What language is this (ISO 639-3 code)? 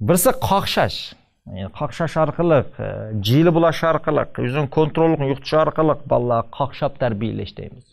uig